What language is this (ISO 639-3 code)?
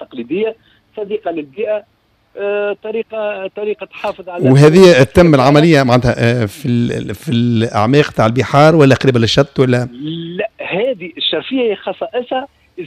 aeb